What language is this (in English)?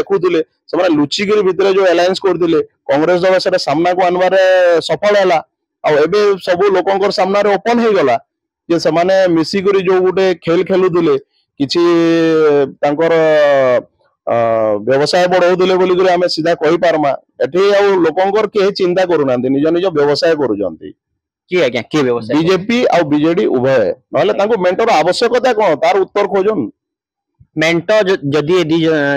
Odia